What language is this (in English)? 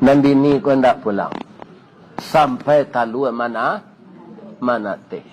Minangkabau